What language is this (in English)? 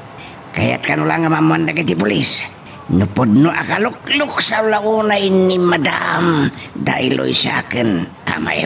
Iloko